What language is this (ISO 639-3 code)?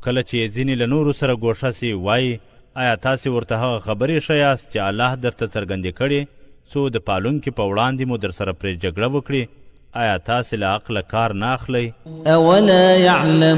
pus